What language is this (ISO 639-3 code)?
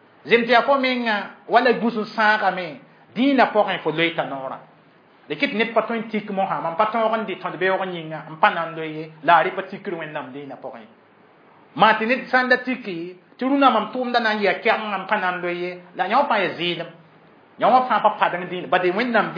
mos